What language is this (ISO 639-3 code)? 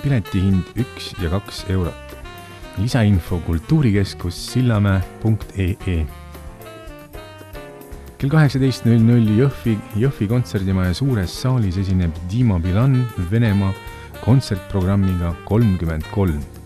est